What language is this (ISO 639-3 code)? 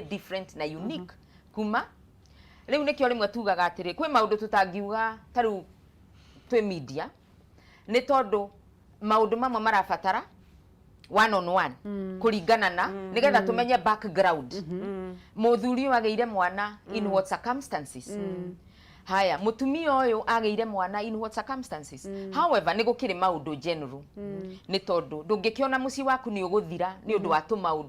kik